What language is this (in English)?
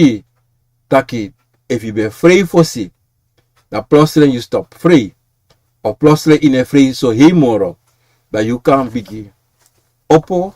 Sranan Tongo